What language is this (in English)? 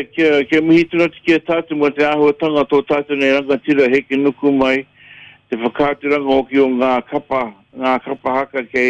Māori